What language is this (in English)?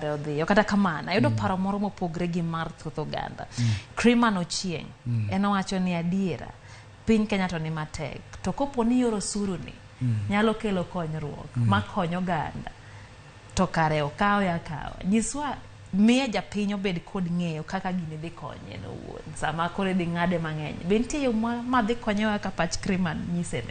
Luo (Kenya and Tanzania)